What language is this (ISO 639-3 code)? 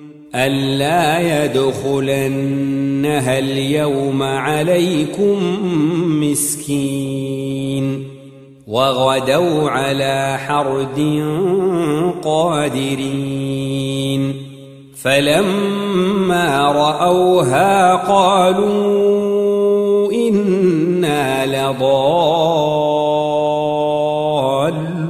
ara